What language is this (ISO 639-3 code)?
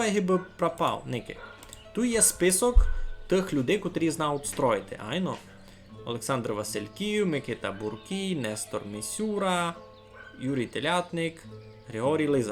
rue